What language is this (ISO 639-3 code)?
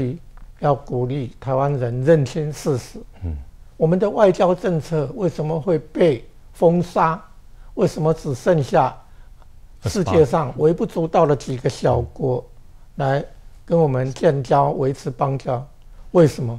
zho